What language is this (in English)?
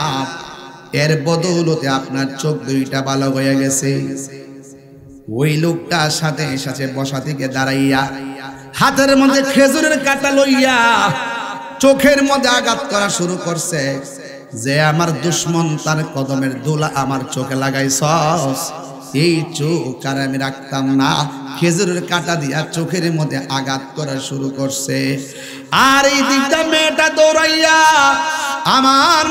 Bangla